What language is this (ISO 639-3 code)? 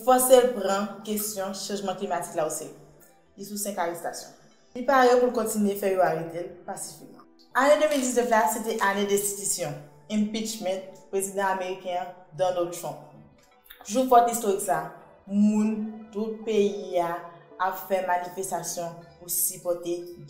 hat